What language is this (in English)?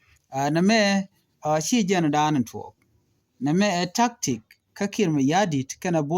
Nuer